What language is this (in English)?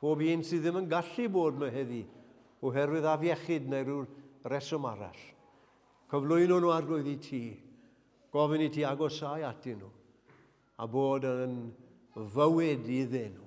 Welsh